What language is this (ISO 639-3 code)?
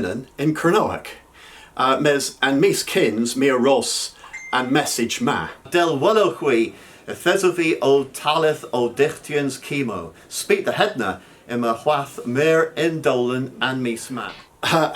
cor